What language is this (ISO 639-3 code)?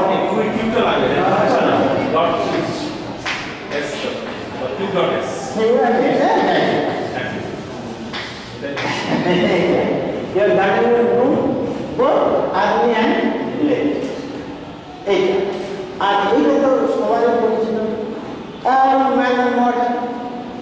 ben